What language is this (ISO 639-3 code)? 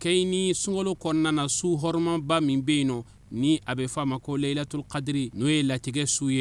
bam